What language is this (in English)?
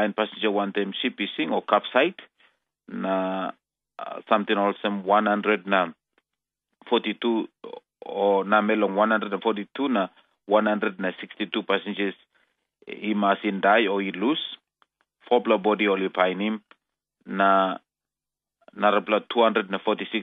Tok Pisin